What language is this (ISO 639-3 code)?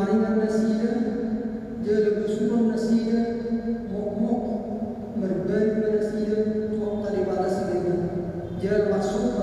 bbc